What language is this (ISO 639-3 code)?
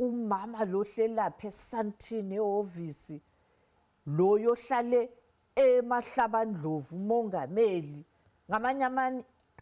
zul